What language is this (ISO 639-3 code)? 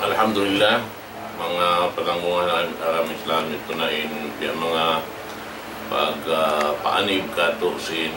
tsg